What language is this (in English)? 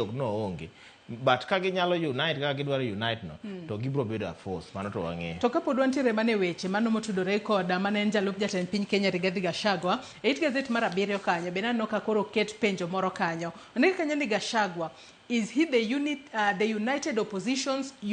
Luo (Kenya and Tanzania)